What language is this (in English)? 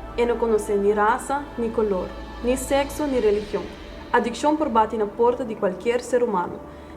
Papiamento